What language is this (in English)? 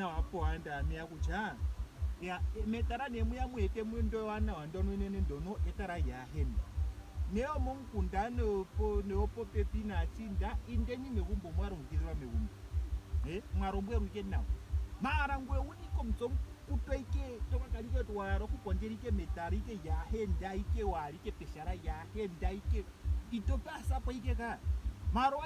Ndonga